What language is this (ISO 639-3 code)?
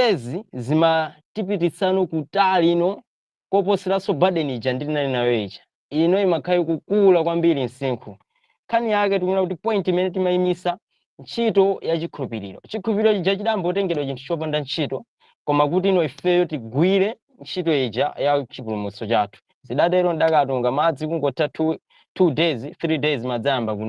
nya